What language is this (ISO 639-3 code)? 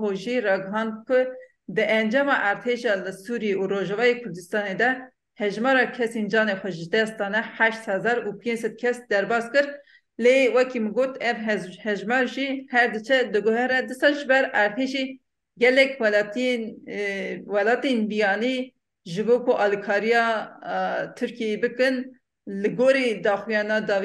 kur